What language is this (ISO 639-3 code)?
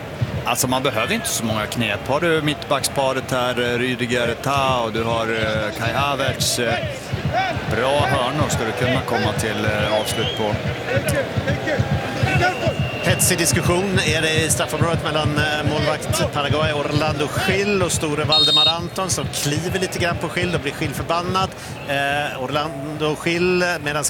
swe